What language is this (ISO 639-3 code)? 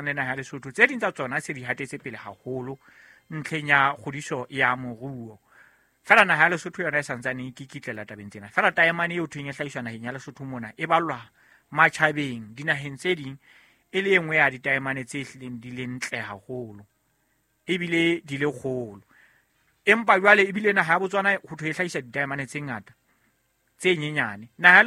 sot